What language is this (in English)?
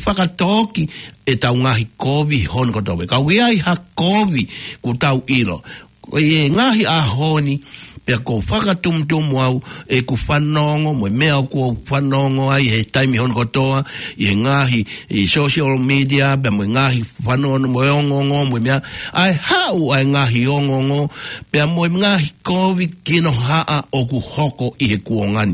Tongan